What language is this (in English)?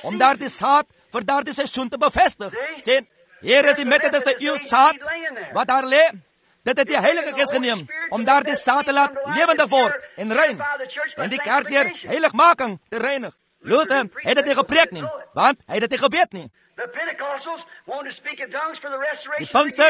Afrikaans